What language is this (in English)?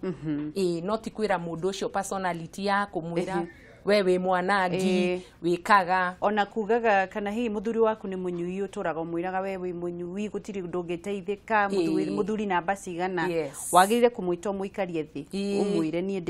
Kikuyu